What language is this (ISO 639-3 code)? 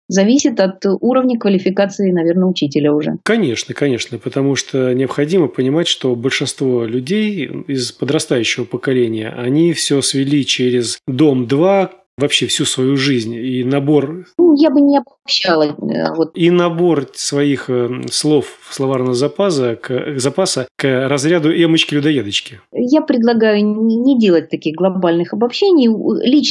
rus